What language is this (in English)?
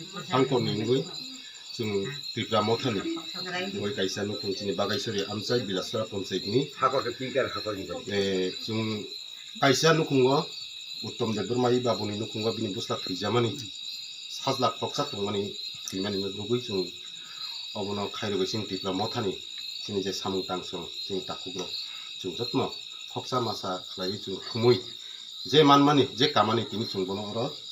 Kok Borok